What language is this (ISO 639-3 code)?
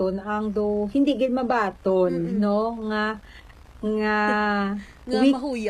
hil